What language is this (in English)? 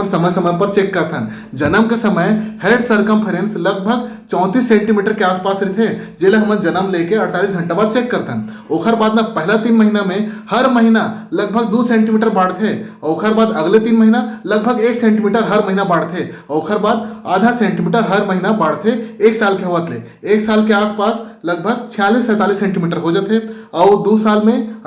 Chhattisgarhi